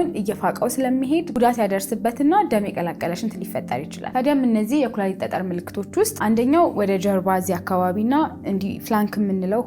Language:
Amharic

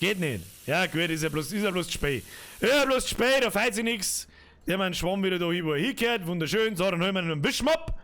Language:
Bavarian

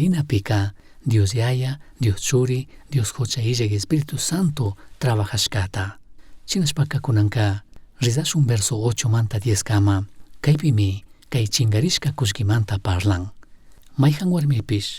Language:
Chimborazo Highland Quichua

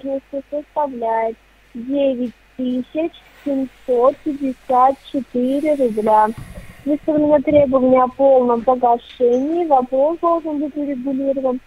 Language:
Russian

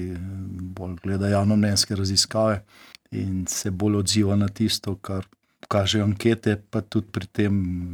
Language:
Slovenian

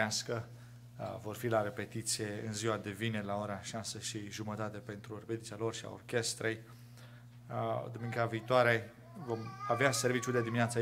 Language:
Romanian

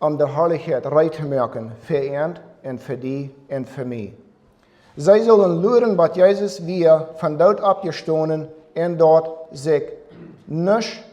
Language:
Plautdietsch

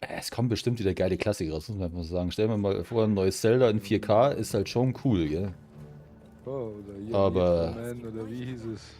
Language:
Bavarian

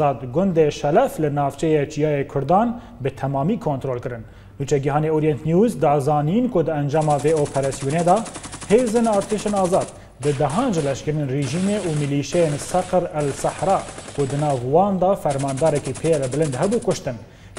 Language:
Kurdish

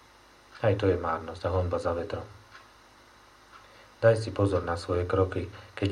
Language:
Slovak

